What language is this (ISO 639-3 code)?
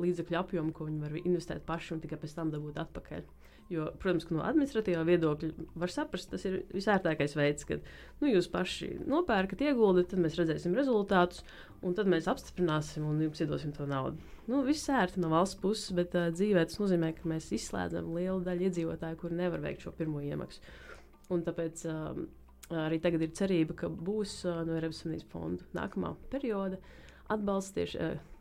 lav